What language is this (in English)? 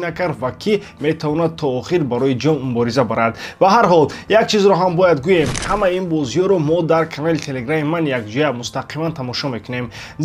Tajik